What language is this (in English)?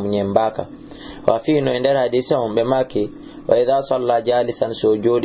Fula